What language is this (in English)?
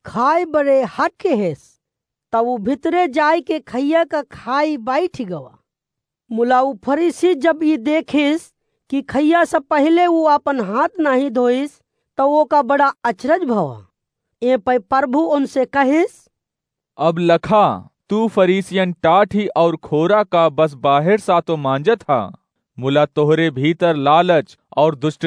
Awadhi